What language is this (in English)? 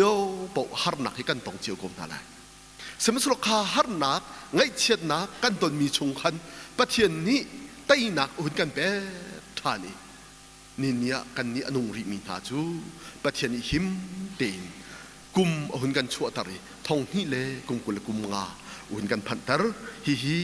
Hakha Chin